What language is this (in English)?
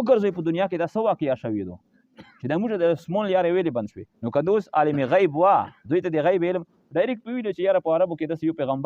Pashto